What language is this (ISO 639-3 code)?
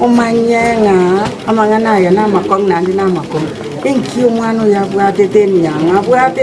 guz